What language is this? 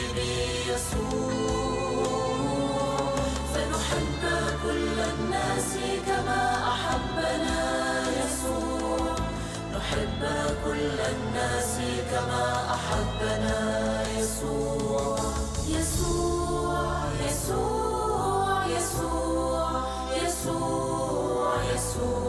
Arabic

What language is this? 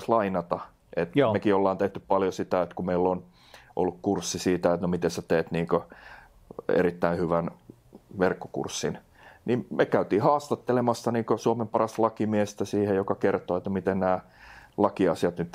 Finnish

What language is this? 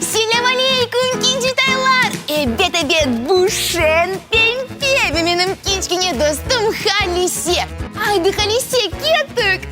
Crimean Tatar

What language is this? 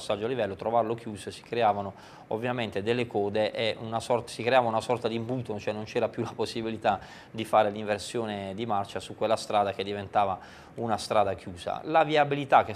Italian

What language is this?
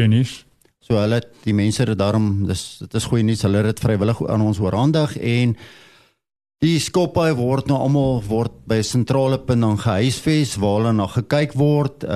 Afrikaans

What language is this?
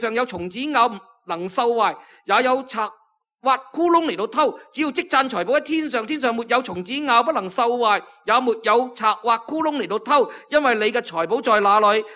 Cantonese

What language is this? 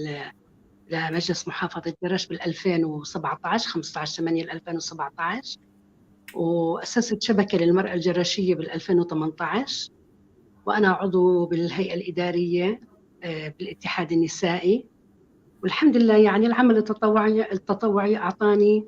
North Levantine Arabic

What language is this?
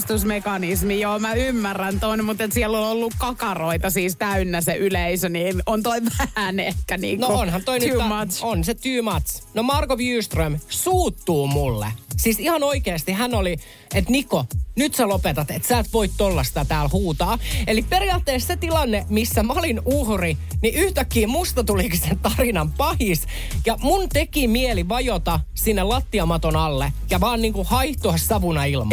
Finnish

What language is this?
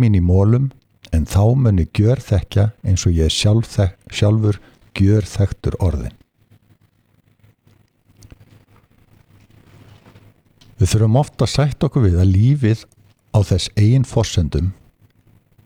Icelandic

